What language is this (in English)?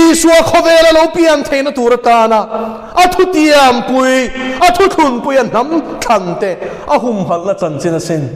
Mizo